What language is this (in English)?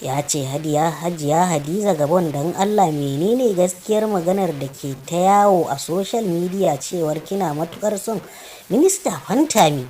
Hausa